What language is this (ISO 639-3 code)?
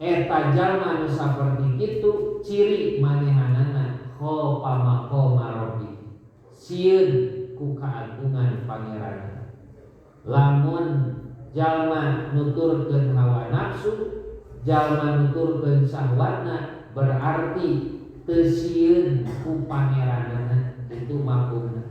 sun